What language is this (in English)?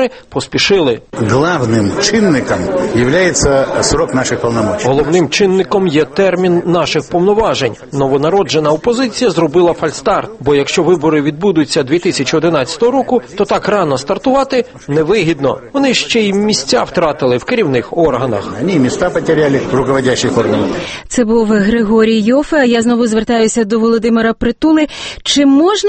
Ukrainian